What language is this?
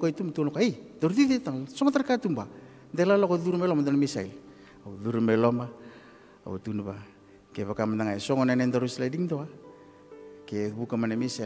Fijian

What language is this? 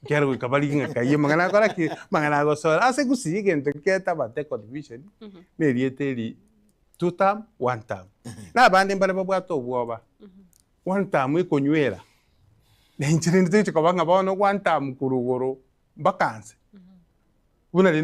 Gusii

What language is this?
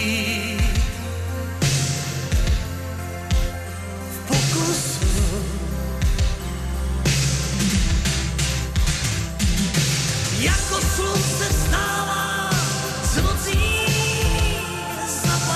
Czech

